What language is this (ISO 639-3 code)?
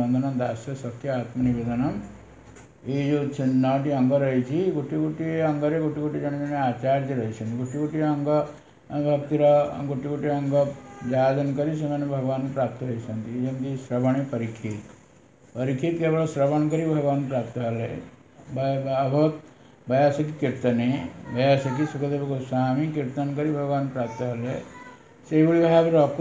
ori